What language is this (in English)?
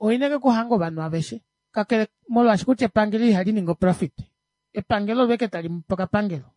Kuanyama